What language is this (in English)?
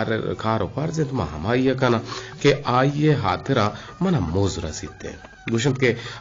Eastern Balochi